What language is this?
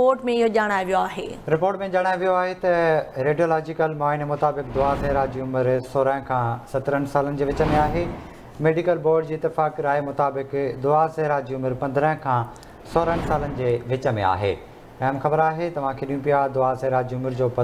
Sindhi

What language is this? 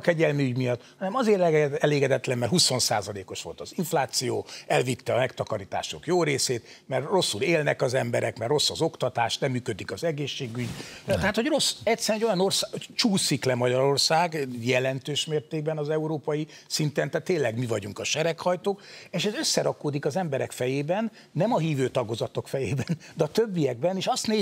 Hungarian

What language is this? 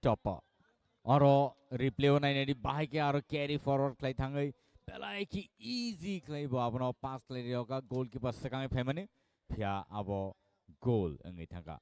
Kok Borok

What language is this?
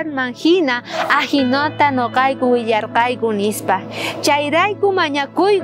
South Bolivian Quechua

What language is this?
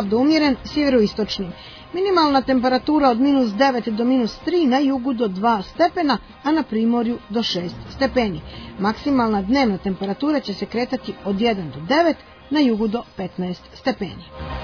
Serbian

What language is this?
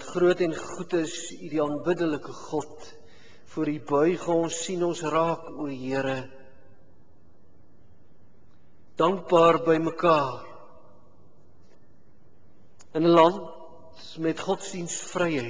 Afrikaans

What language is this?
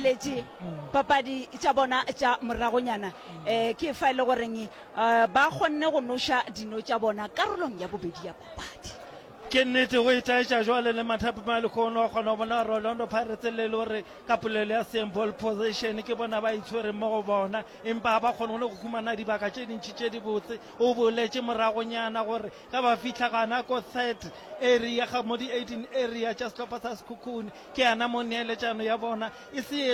Northern Sotho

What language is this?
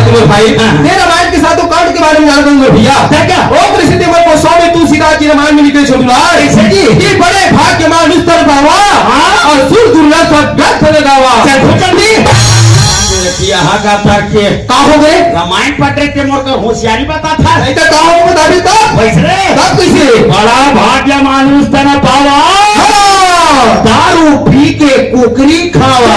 Chhattisgarhi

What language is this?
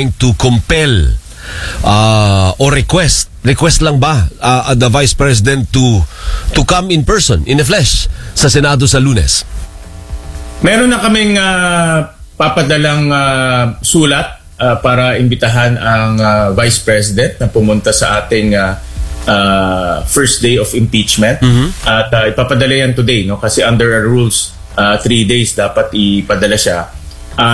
Filipino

